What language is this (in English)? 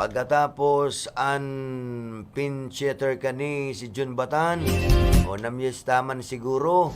Bikol